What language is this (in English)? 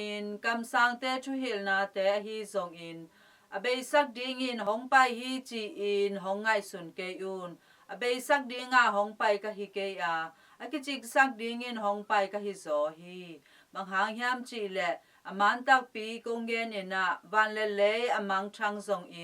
Tedim Chin